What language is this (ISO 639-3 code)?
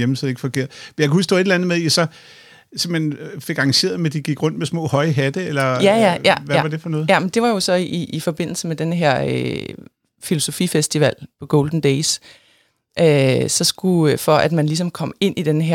dan